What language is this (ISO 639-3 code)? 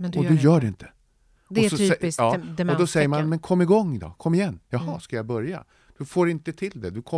swe